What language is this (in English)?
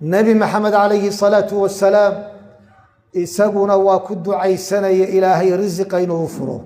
Somali